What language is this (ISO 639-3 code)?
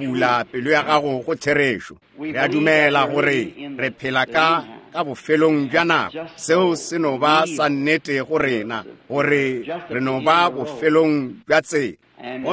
nso